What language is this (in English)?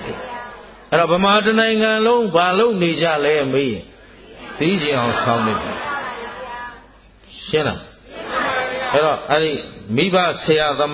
Burmese